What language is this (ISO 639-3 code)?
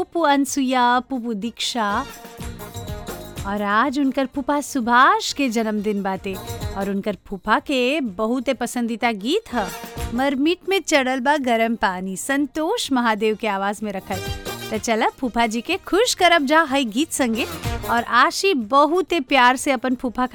bho